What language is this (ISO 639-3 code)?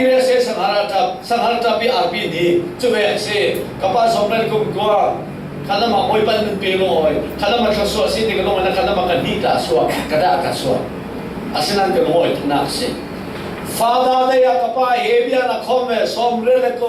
cfm